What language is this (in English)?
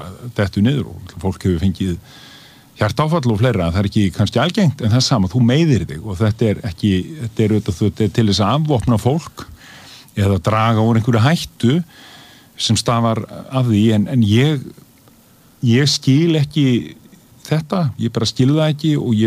Icelandic